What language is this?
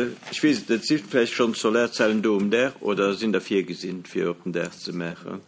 Luxembourgish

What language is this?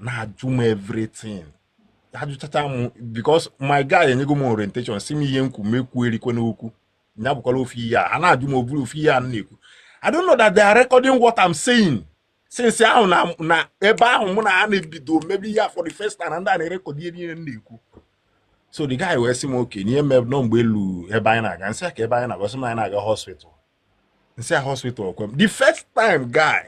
Igbo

